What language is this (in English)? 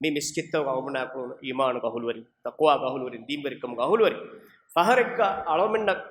Divehi